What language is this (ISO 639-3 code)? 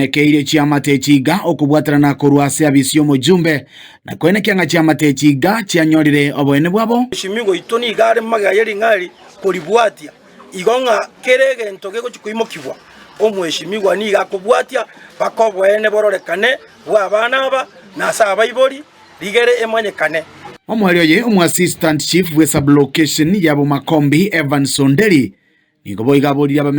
guz